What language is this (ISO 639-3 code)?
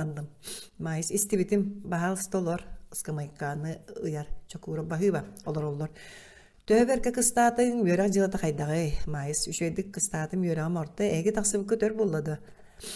sah